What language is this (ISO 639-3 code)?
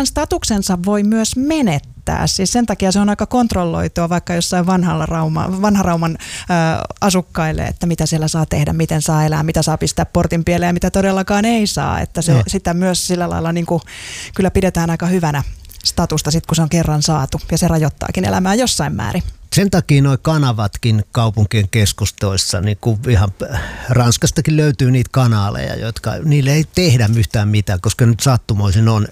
fin